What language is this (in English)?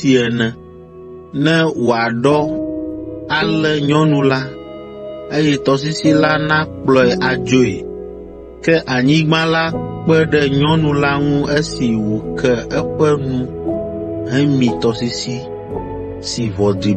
Ewe